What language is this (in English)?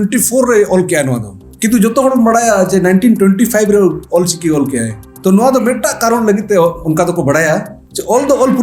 Santali